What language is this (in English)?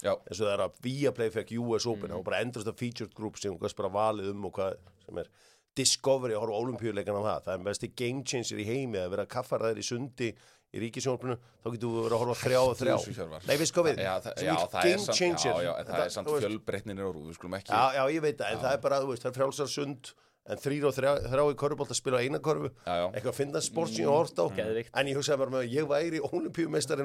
Icelandic